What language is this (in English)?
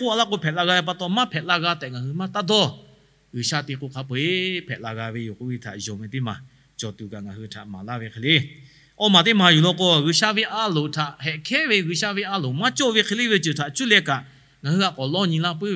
Lahu